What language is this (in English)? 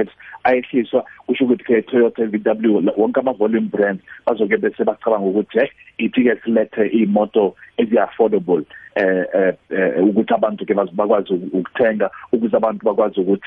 South Ndebele